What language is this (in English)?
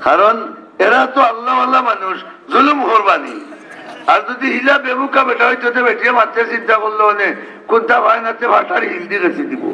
Sylheti